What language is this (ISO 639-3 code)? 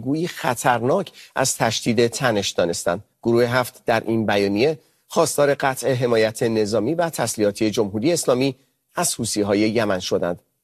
fas